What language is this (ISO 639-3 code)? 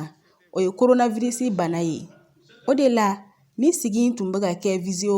bam